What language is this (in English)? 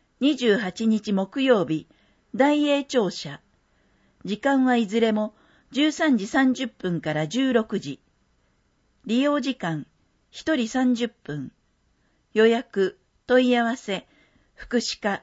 Japanese